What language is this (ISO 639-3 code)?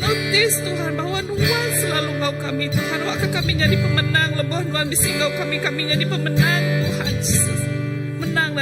iba